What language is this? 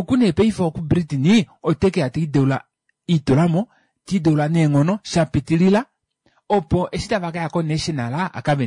Kuanyama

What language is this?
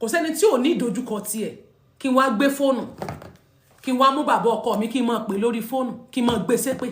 Yoruba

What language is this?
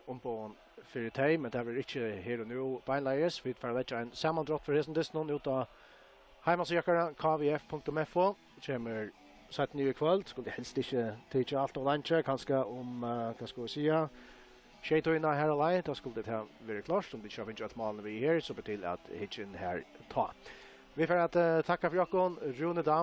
Faroese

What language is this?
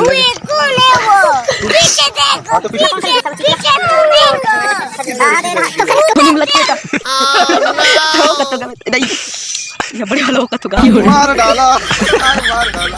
Chhattisgarhi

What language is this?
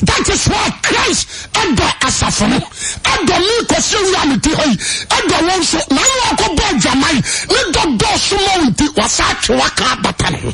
Akan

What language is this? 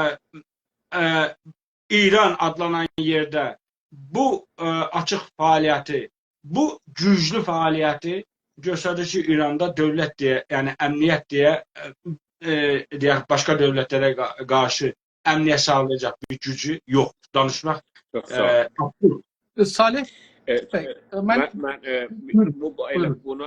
South Azerbaijani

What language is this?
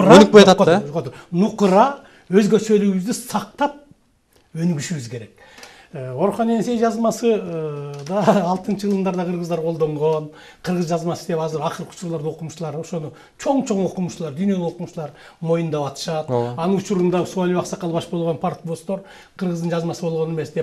Kyrgyz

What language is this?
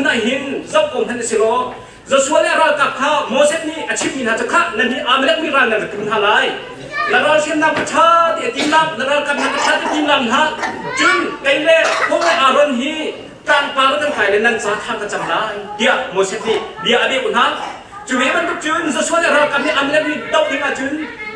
Hakha Chin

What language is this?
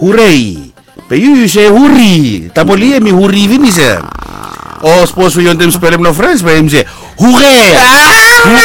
Bislama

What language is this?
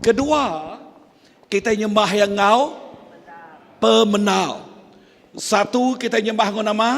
Iban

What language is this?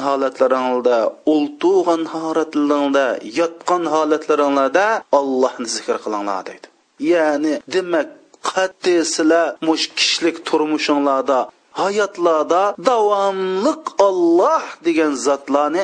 Uyghur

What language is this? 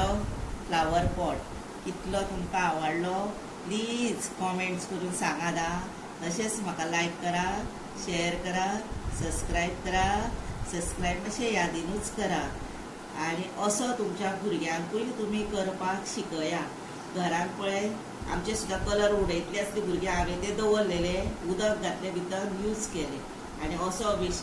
Konkani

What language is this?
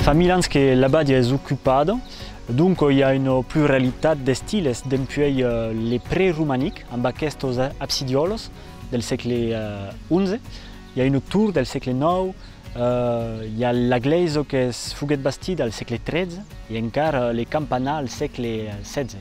Occitan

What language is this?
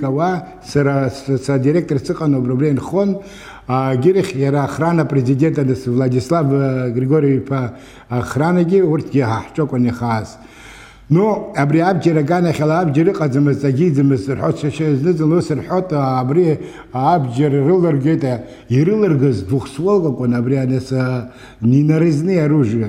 Abkhazian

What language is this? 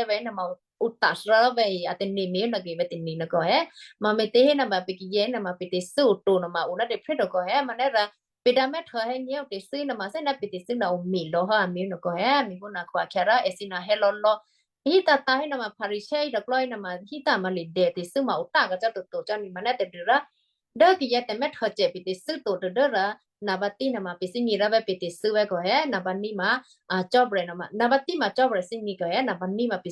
Western Kayah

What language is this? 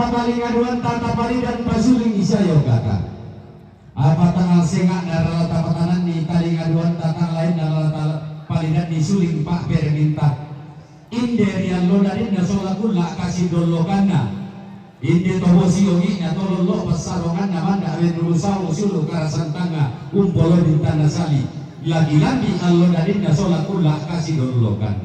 Toraja-Sa'dan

